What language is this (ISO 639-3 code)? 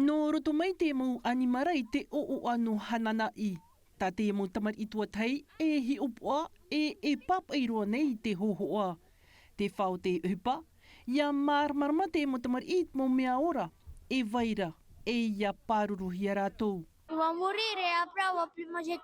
tah